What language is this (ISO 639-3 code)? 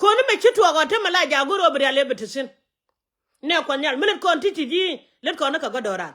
nus